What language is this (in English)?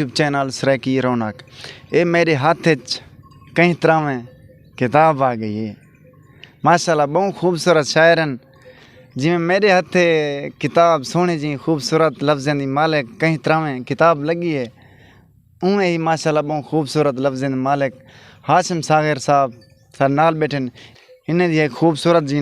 Saraiki